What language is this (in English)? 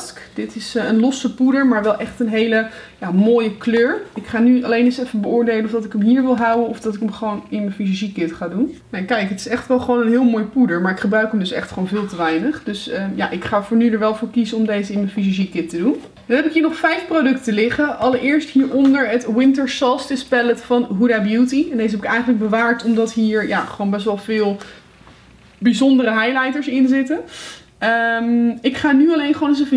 Dutch